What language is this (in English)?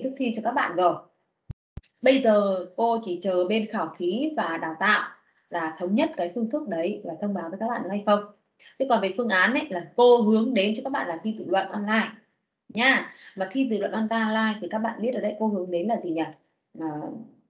Vietnamese